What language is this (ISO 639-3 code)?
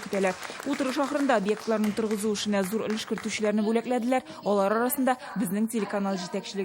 tat